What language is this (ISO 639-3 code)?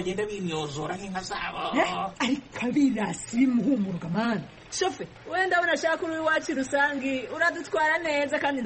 kin